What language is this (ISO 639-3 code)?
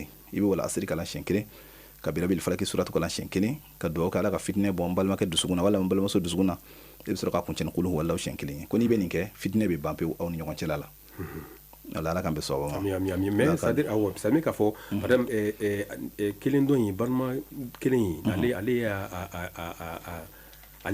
bam